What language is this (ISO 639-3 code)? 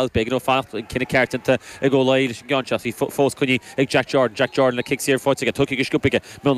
gle